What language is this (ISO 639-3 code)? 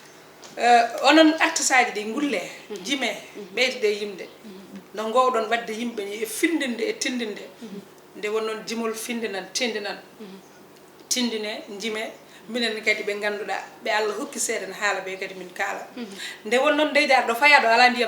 ful